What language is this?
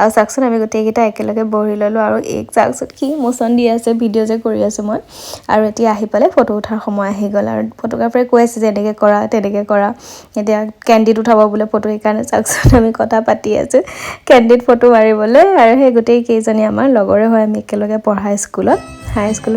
Assamese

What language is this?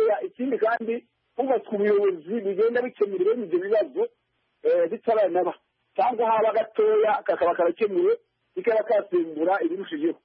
Kinyarwanda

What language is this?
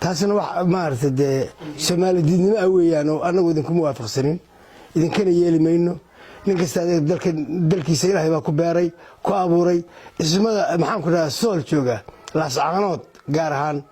Somali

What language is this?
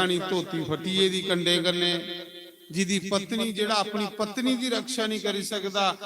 Dogri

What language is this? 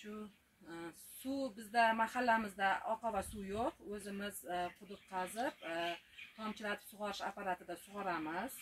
Uzbek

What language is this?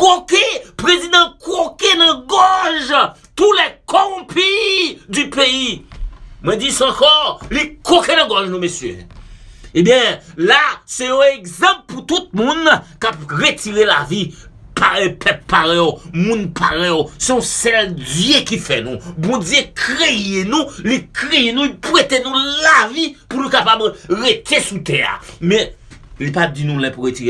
Haitian Creole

